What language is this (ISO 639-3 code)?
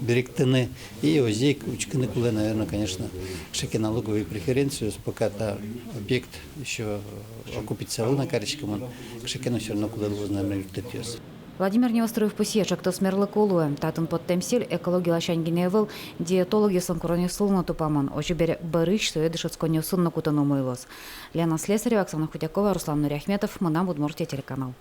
udm